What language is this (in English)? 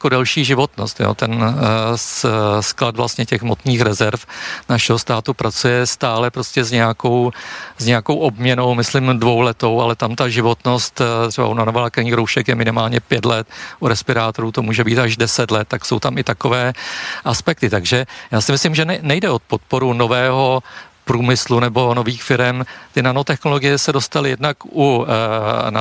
Czech